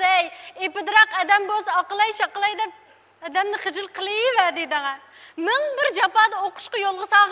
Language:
Uyghur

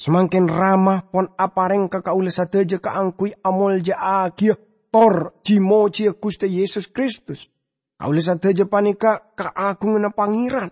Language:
Madurese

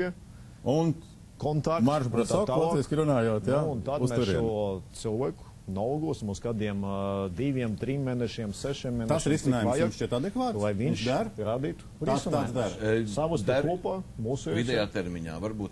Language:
Latvian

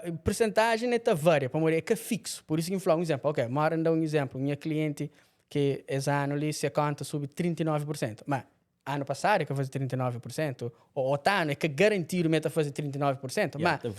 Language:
Kabuverdianu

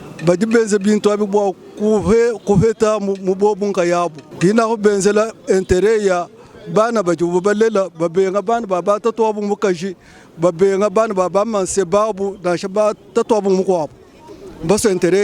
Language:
Luba-Lulua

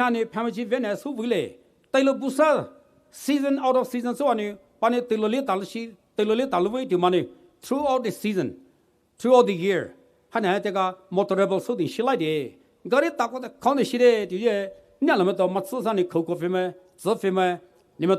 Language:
Poumei Naga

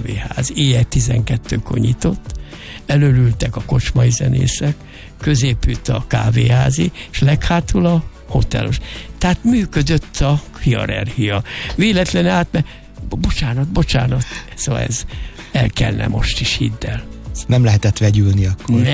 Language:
Hungarian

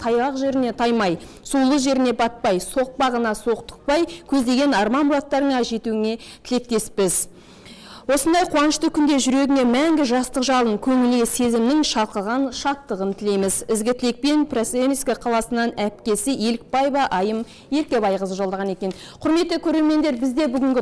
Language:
Kazakh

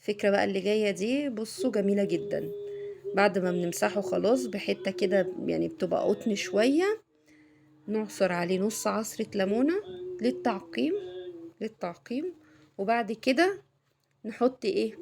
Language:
Egyptian Arabic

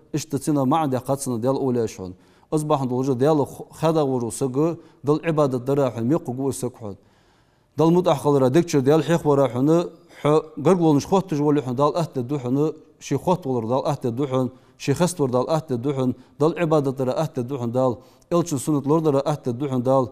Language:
Ingush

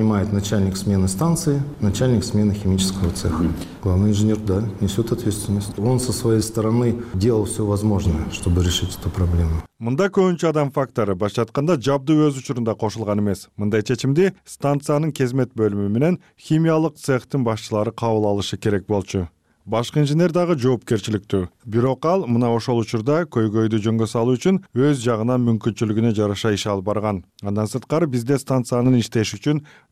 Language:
Kyrgyz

